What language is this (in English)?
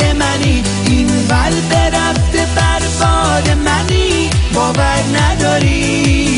Persian